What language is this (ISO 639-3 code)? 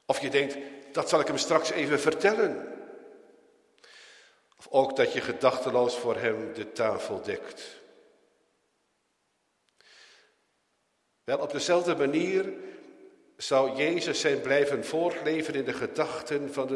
nld